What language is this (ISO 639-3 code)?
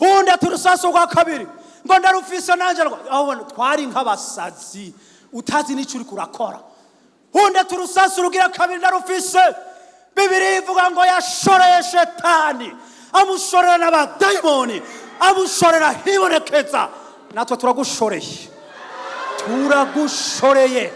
run